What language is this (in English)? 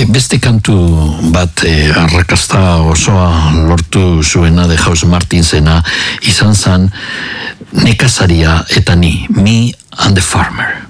Basque